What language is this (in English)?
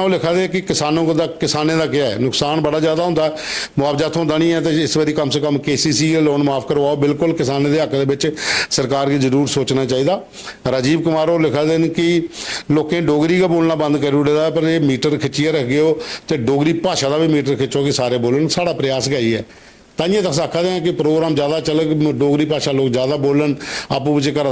Dogri